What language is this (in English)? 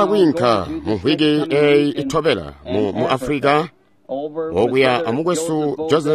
Tonga (Zambia)